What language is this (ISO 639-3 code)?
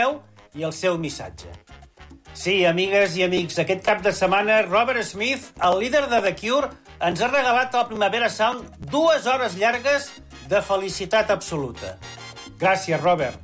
cat